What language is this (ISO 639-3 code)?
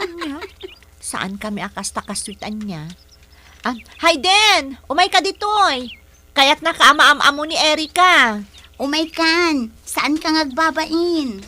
ilo